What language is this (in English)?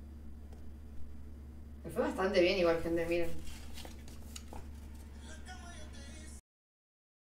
Spanish